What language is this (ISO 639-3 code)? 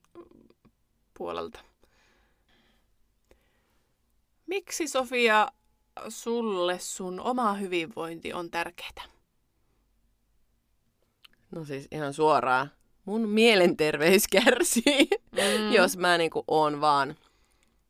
fin